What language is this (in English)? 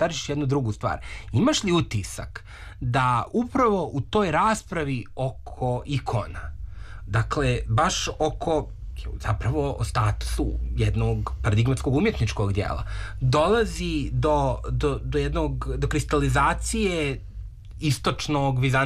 Serbian